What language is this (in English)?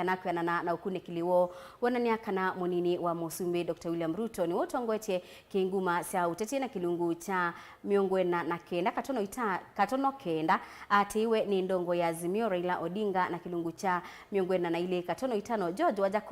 Kamba